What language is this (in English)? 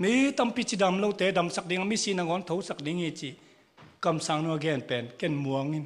Tedim Chin